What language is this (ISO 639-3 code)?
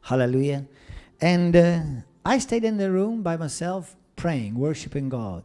eng